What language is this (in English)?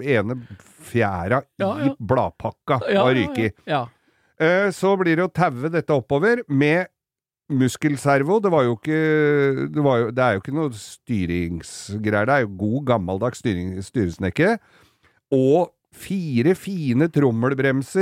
Norwegian